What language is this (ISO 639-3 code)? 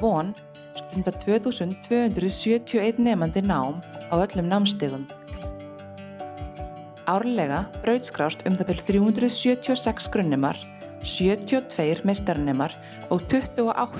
isl